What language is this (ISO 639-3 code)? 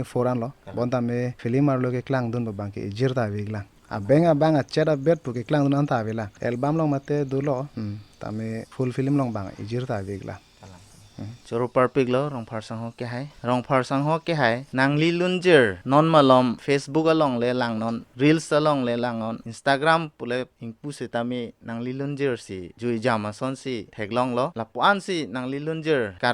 mjw